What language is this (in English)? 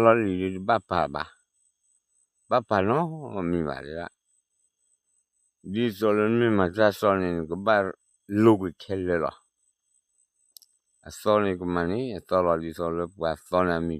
S'gaw Karen